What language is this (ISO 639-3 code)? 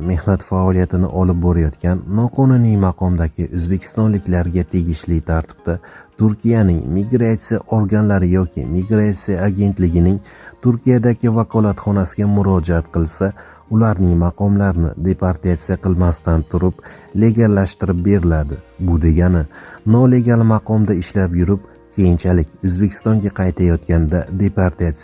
uzb